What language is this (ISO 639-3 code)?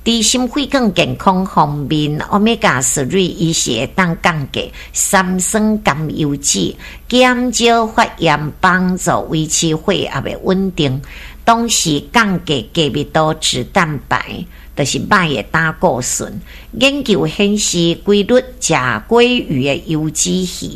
nan